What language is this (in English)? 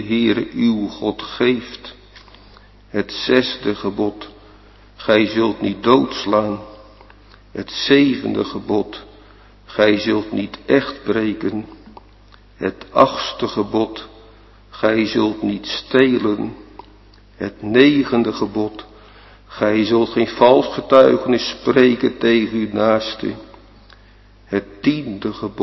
Dutch